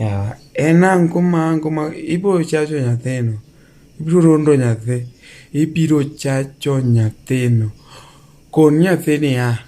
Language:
Luo (Kenya and Tanzania)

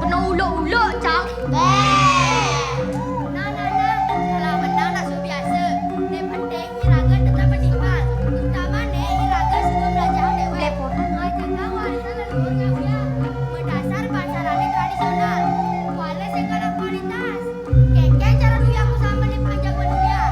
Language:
Balinese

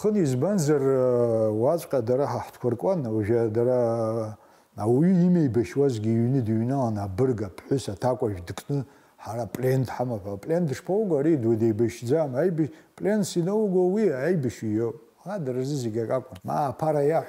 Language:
Abkhazian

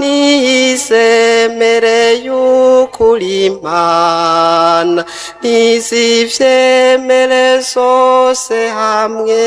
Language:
Rundi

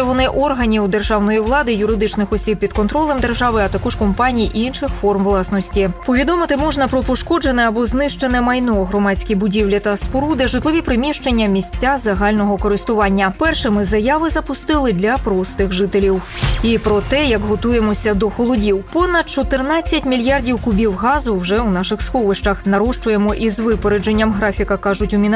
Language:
Ukrainian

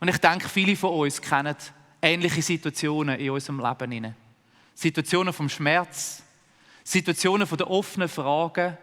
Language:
Swiss German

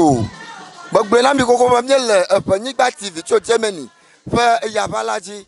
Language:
Ewe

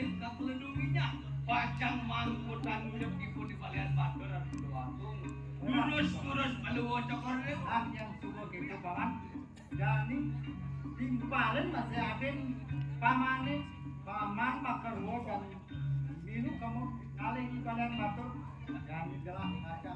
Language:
Balinese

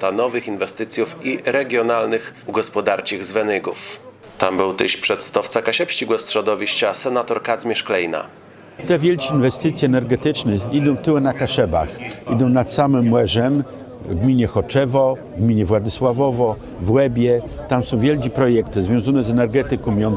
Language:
Kashubian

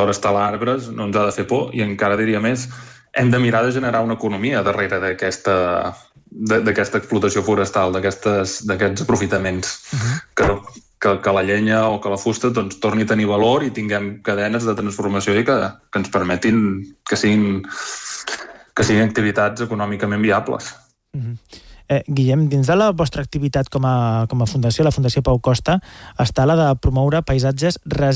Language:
Catalan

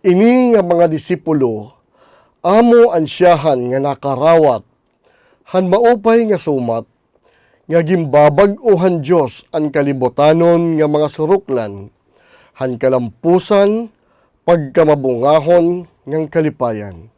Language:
Waray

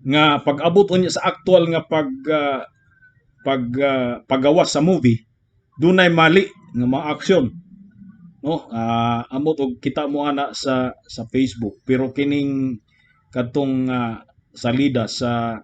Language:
Cebuano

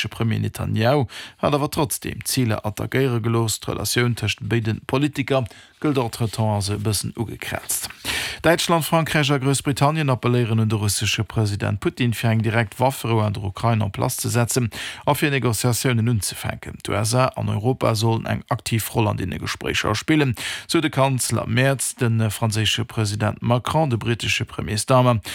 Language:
Luxembourgish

